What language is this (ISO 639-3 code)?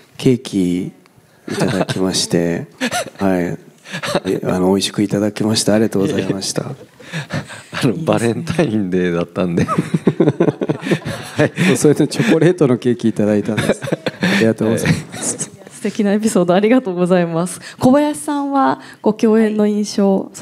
jpn